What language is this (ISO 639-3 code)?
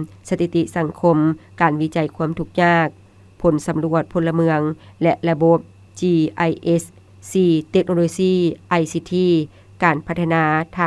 lao